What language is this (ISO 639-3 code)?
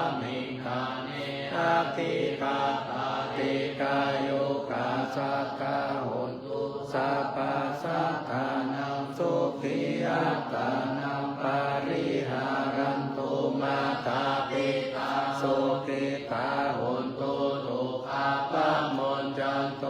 pli